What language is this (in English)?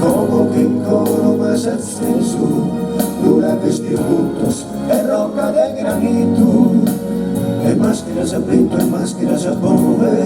Sardinian